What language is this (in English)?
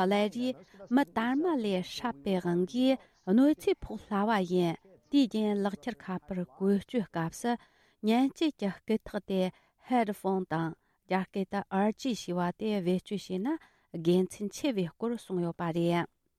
Tibetan